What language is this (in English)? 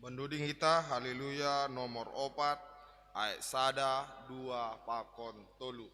Batak Simalungun